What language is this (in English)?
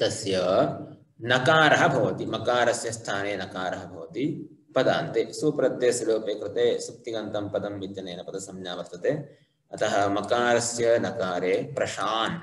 Sanskrit